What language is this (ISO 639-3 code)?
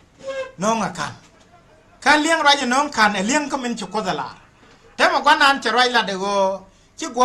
nus